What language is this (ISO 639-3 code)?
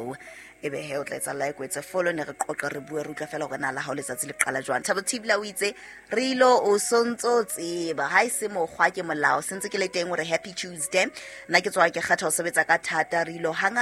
sot